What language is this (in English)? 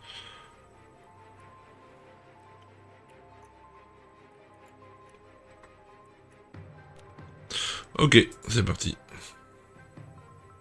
French